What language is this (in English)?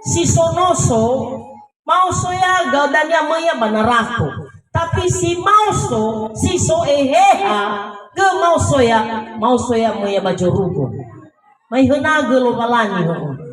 Nias